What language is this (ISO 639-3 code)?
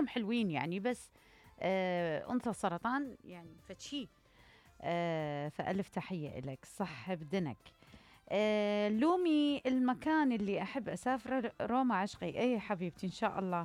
acm